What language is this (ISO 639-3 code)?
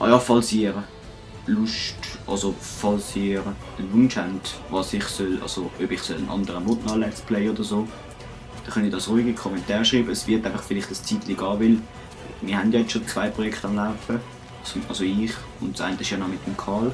gsw